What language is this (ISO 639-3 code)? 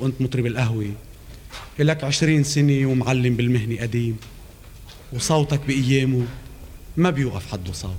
apc